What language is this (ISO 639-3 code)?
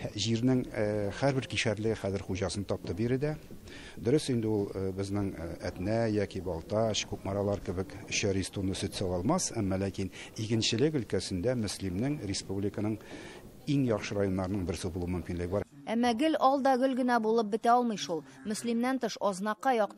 tat